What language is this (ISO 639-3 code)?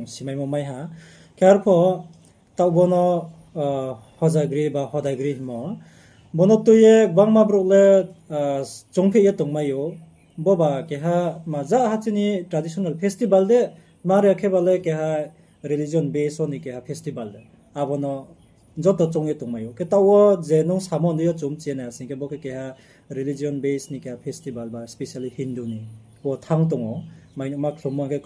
ria